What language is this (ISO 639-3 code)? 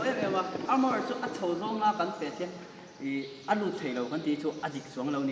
lus